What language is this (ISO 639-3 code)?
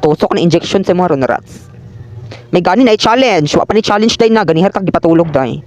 ceb